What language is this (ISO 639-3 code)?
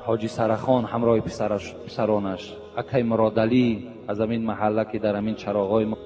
tgk